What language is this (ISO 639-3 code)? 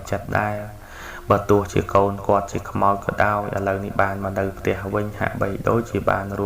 khm